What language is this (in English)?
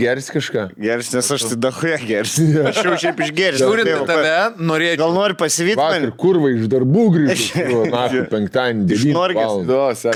Lithuanian